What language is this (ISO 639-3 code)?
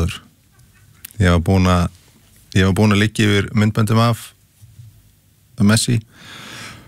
isl